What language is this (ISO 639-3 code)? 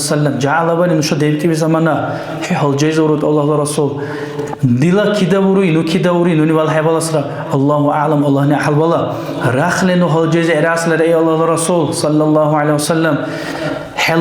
dar